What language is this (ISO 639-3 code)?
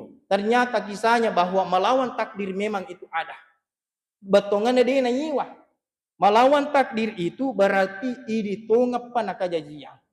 bug